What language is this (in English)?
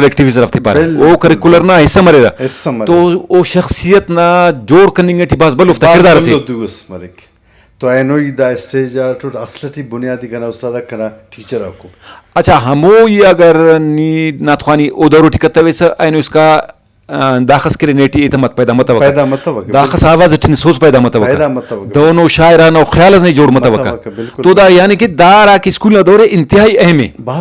Brahui